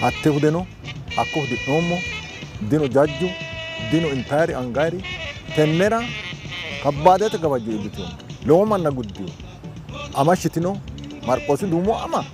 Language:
Sidamo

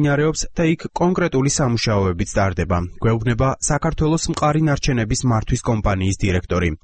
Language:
Georgian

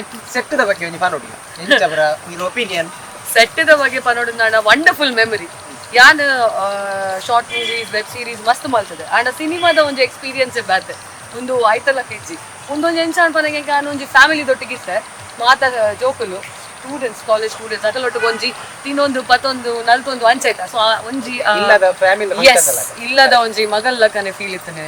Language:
Tulu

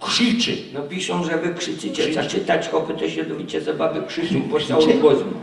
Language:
Silesian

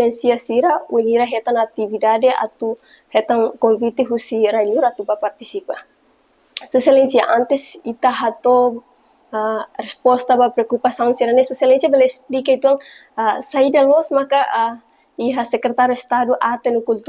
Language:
Tetum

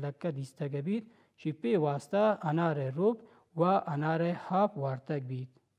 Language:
Baluchi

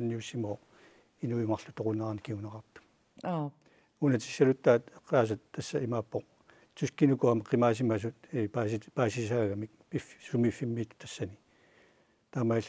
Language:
Kalaallisut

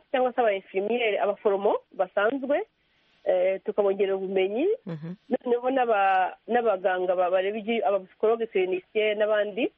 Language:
Kinyarwanda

